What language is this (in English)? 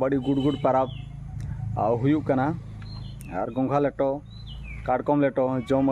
Santali